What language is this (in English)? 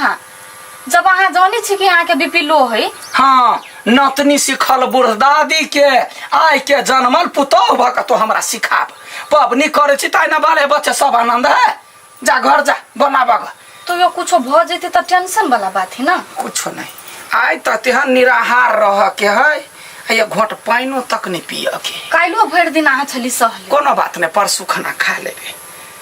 Maithili